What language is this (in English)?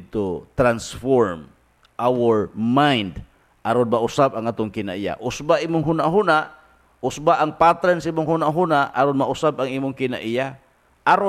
Cebuano